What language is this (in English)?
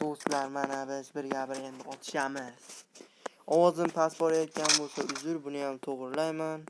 Uzbek